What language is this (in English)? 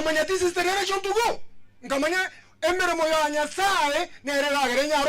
Gusii